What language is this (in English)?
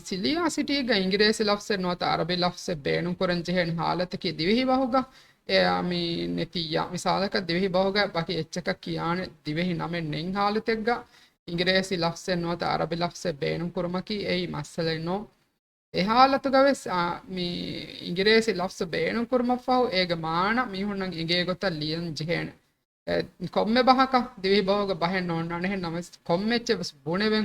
Divehi